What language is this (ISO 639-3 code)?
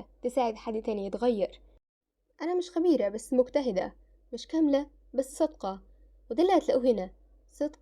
arz